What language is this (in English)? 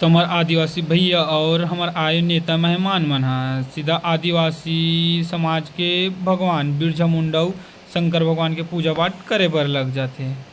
Chhattisgarhi